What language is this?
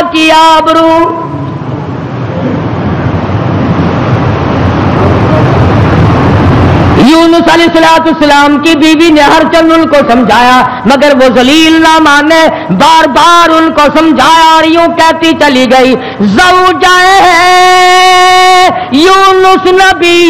Urdu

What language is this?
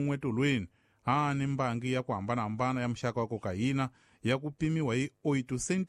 Tsonga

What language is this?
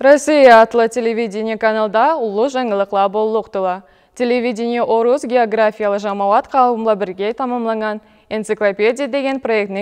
Karachay-Balkar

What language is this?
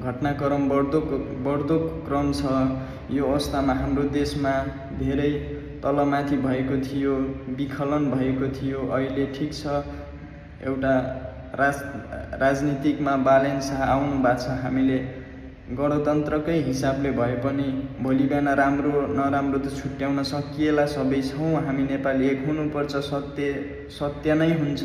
Nepali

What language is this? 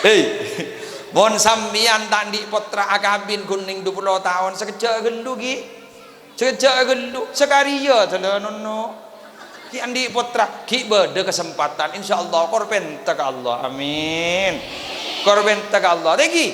Madurese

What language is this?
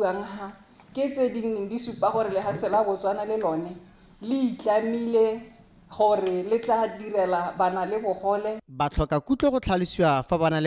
Tswana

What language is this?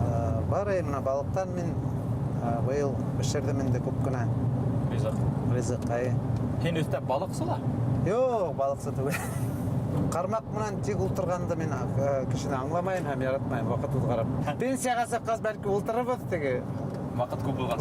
Bashkir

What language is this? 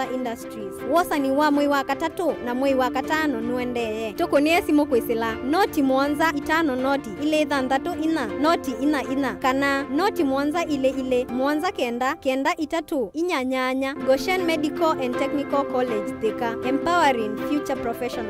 Kamba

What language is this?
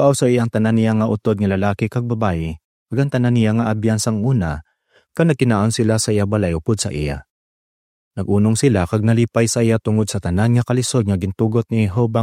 Hiligaynon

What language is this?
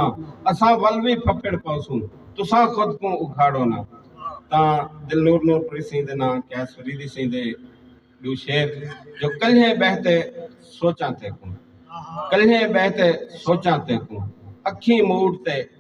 Saraiki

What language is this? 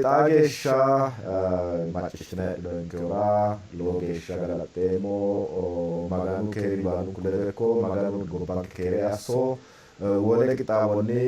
Sidamo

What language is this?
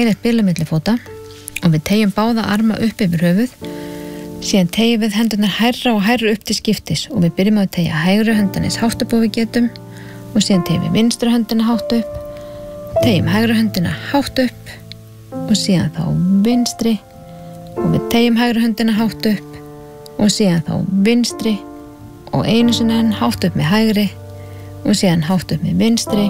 Icelandic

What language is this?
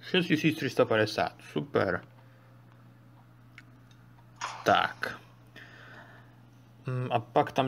Czech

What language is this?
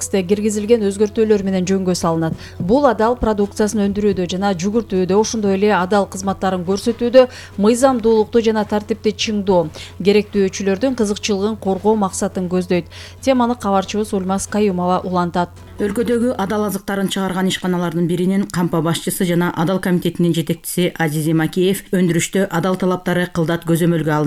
Kyrgyz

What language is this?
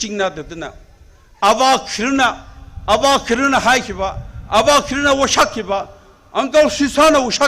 Tangkhul Naga (India)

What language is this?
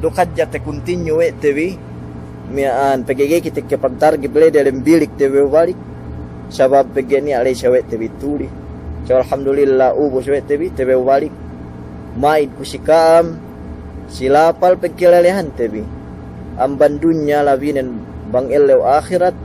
Yakan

